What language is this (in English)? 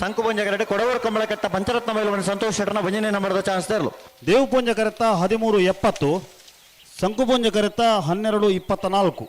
Tulu